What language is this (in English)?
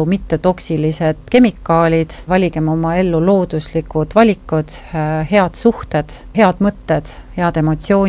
Estonian